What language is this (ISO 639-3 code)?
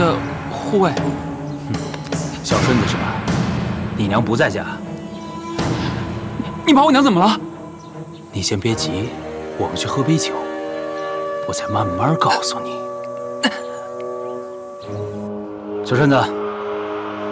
zho